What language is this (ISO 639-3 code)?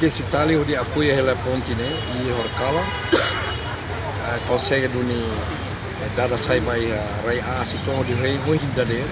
tet